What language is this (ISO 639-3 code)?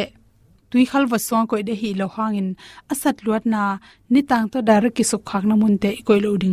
ctd